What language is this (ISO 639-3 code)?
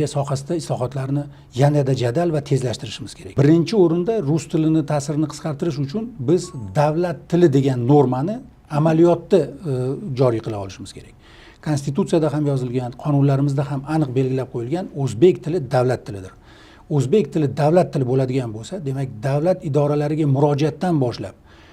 uzb